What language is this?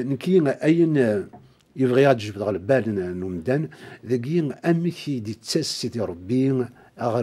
Kabyle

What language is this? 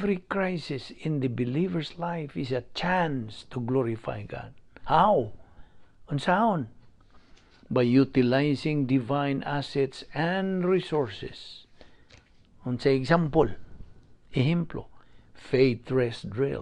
Cebuano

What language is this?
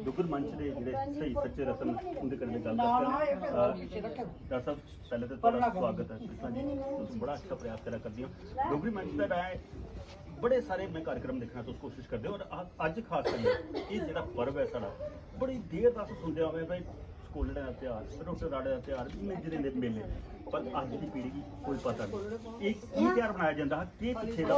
Dogri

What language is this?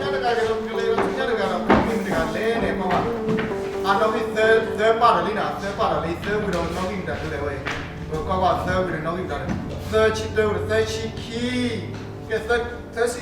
S'gaw Karen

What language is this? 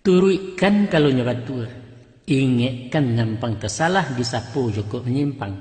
Minangkabau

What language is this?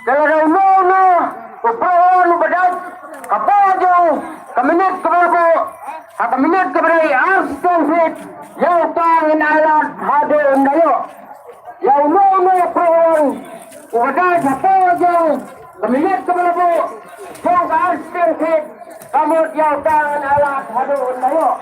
Khasi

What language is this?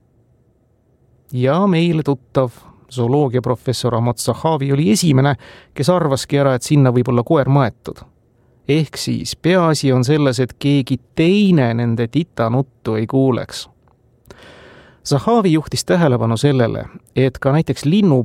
Estonian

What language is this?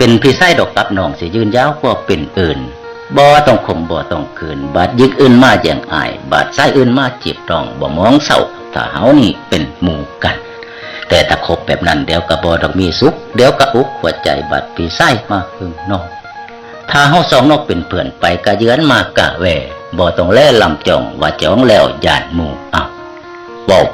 Northeastern Thai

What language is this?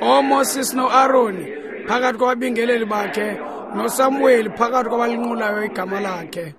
Xhosa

